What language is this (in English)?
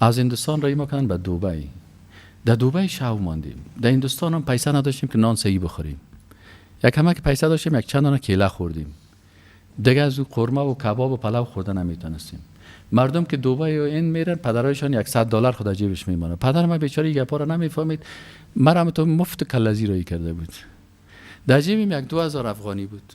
Persian